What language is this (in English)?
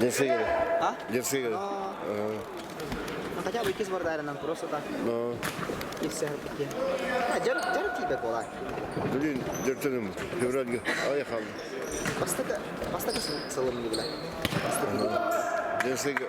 Yakut